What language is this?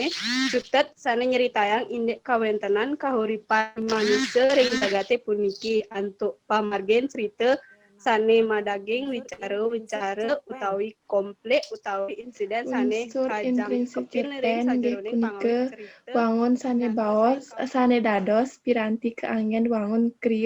Balinese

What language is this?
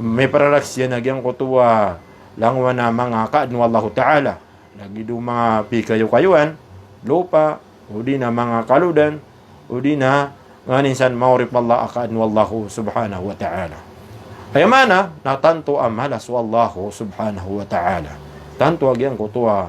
Maranao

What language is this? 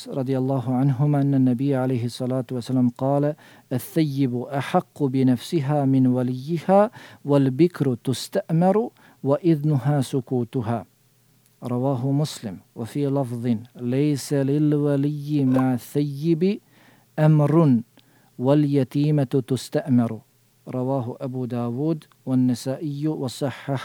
Bosnian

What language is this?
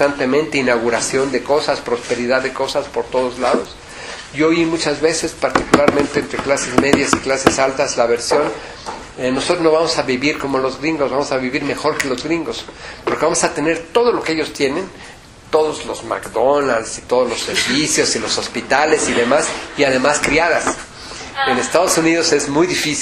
Spanish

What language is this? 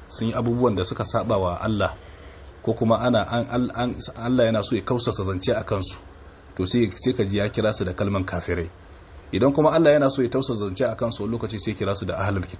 Hausa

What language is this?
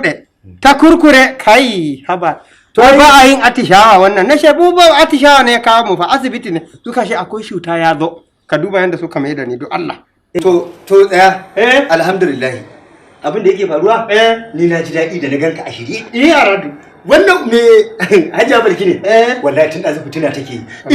Hausa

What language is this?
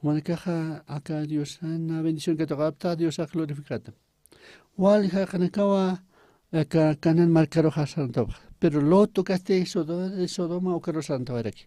Aymara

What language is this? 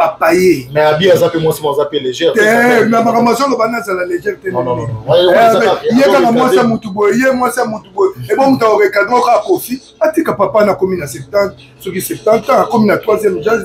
Lingala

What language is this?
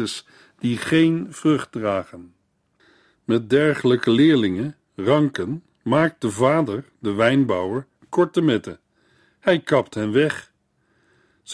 Dutch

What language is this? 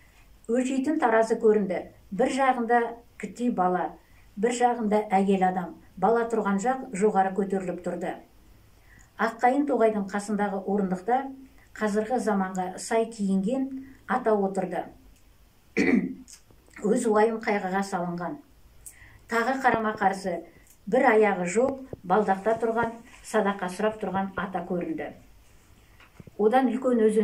Kazakh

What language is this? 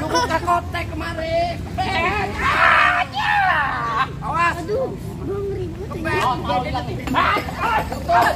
Betawi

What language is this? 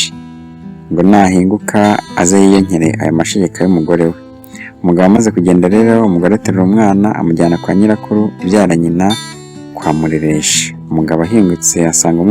Kinyarwanda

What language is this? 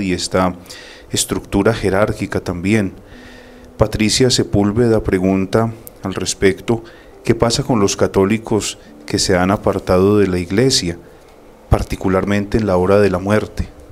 Spanish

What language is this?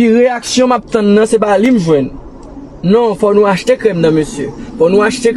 Haitian Creole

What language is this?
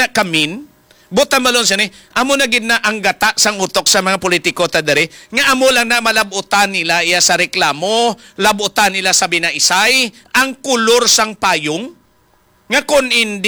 Hiligaynon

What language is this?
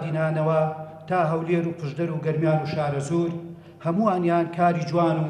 Central Kurdish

